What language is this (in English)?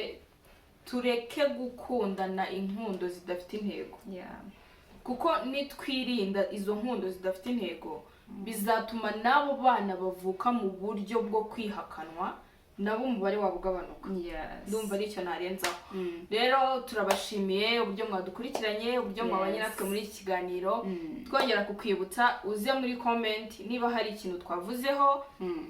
Kinyarwanda